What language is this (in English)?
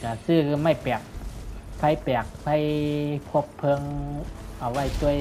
Shan